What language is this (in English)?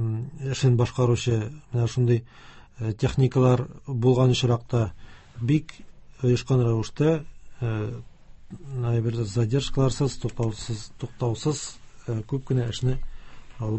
Tatar